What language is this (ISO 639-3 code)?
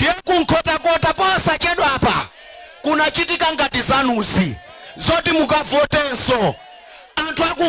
nya